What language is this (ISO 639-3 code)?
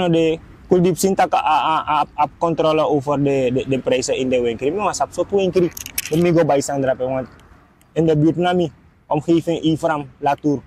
srn